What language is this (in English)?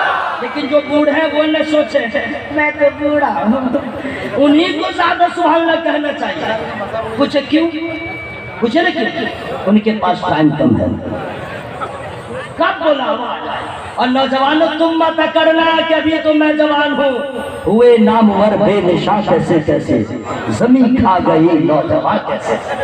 Urdu